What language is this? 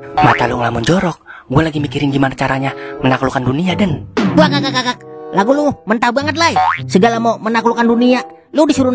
Betawi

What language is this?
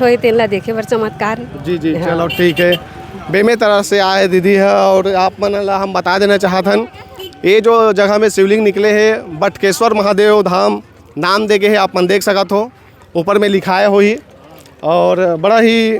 Chhattisgarhi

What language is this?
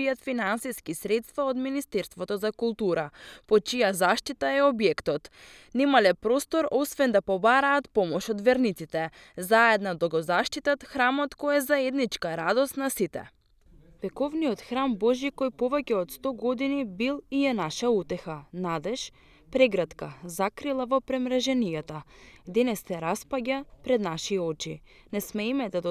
Macedonian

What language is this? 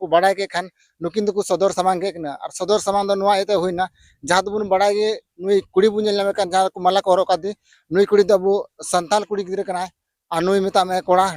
Santali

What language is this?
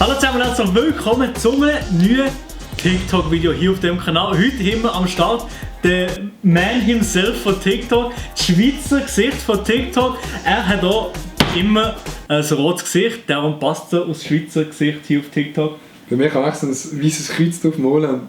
Swiss German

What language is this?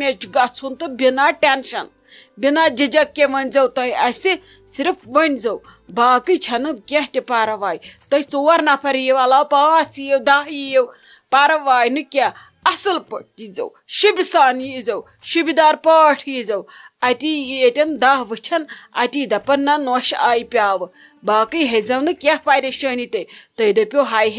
Kashmiri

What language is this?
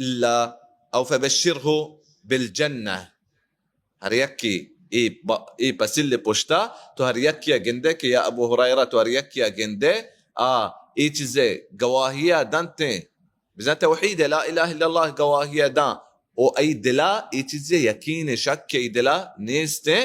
Baluchi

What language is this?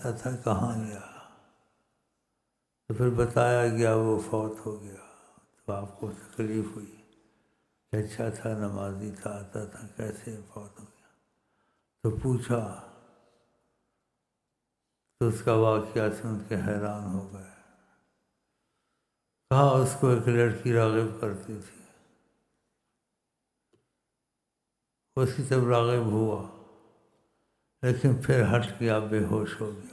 Urdu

